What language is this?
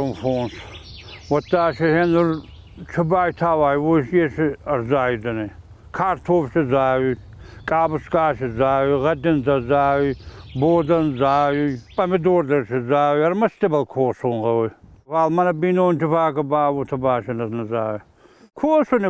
Ossetic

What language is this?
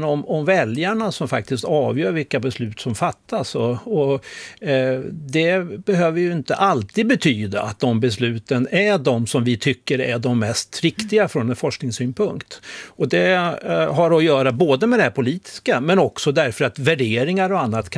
Swedish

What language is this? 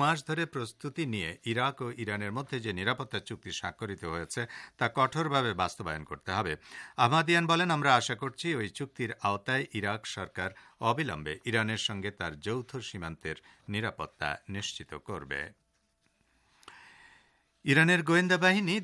Bangla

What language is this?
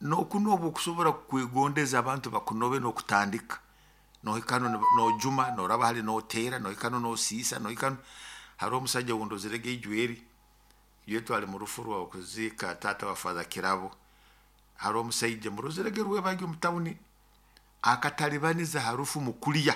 Nyoro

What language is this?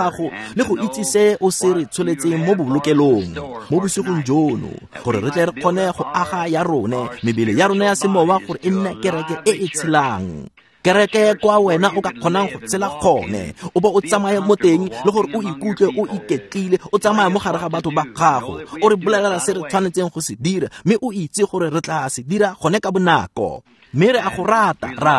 Tswana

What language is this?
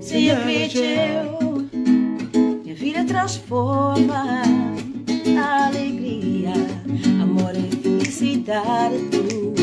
Kabuverdianu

